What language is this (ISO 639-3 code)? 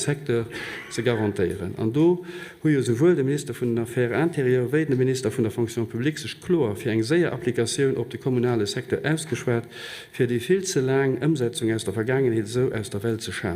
ltz